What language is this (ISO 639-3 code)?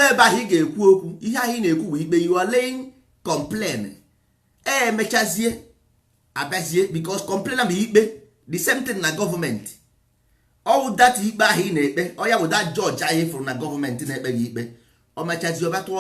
ibo